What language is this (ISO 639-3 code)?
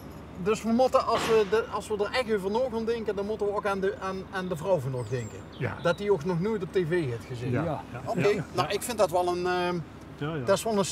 lim